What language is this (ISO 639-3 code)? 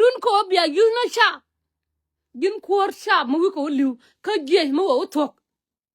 nus